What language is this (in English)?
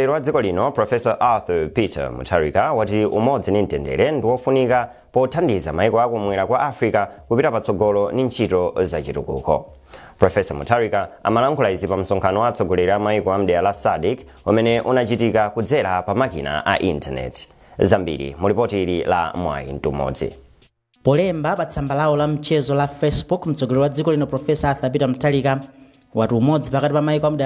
Nyanja